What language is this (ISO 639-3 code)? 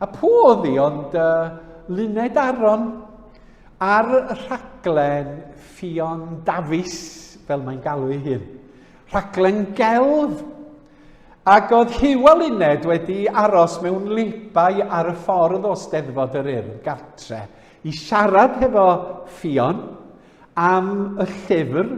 cym